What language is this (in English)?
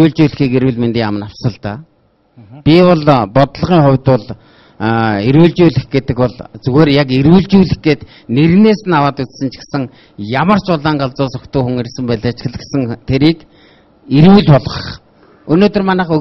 Mongolian